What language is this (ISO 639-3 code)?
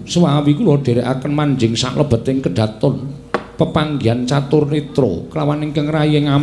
jav